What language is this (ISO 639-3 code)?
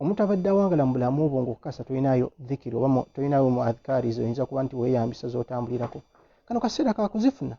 lug